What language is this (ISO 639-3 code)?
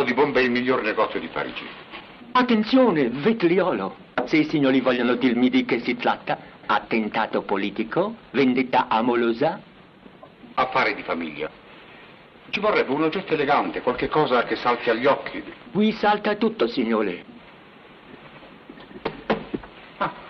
ita